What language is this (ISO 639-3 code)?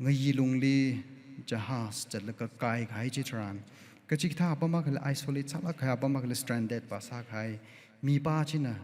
nmf